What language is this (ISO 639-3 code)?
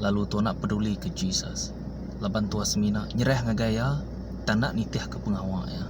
iba